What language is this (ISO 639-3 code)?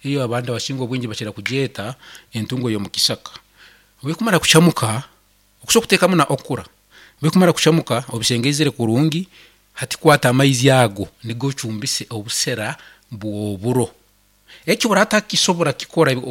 nyn